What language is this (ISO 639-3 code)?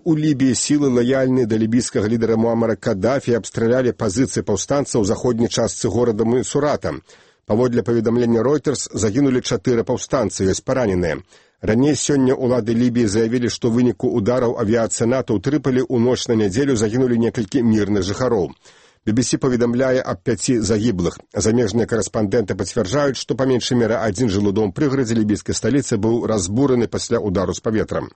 bel